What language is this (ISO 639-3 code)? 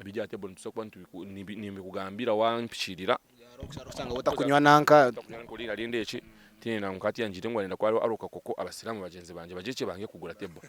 nyn